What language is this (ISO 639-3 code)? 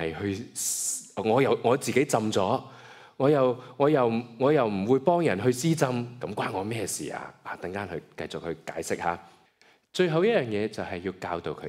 yue